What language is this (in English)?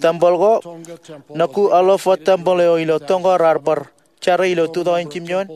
Marshallese